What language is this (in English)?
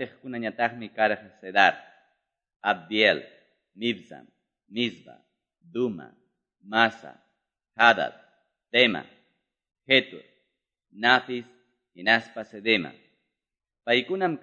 Quechua